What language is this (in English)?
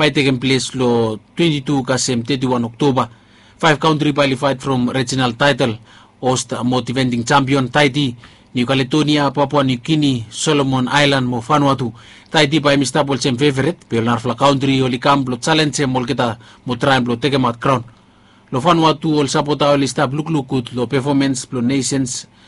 Bislama